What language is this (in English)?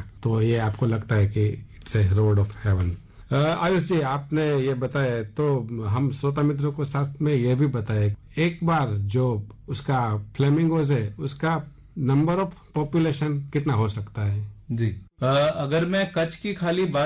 Hindi